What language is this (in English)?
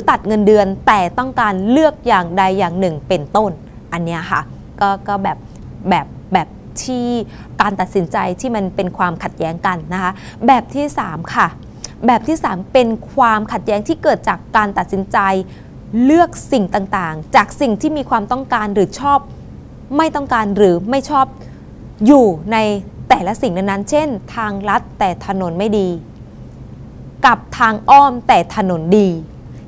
Thai